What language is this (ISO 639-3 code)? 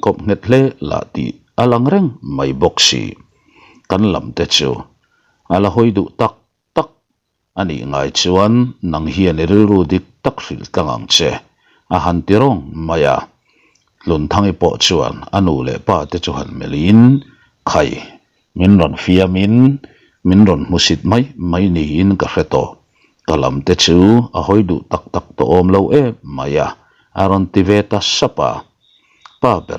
lus